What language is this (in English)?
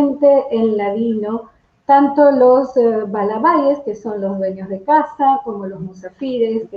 Ladino